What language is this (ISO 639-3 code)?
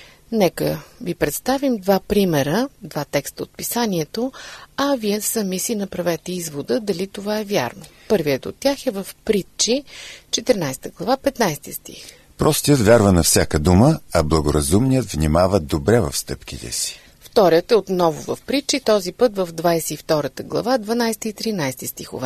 bul